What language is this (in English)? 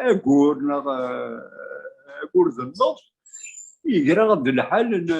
Kabyle